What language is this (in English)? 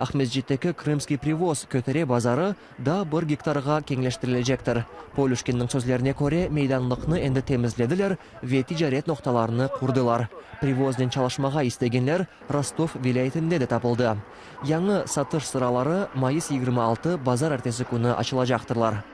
Crimean Tatar